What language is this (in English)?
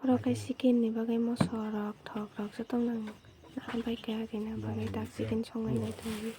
Kok Borok